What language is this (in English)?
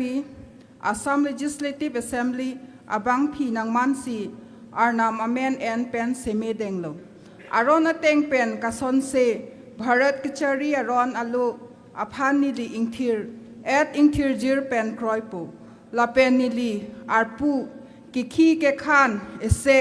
Karbi